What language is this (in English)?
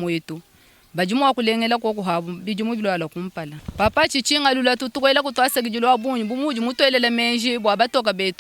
Luba-Lulua